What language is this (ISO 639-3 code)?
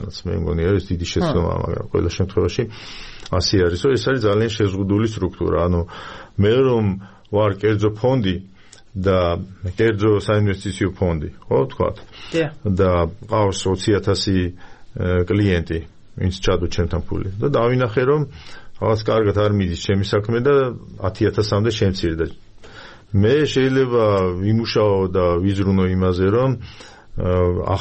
kat